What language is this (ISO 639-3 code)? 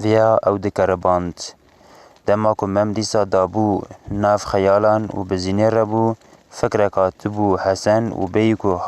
kur